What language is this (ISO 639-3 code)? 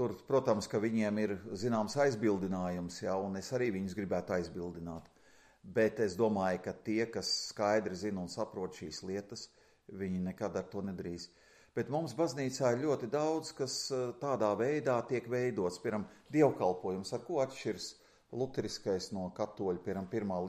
lav